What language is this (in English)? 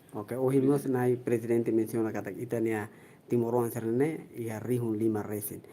Tetum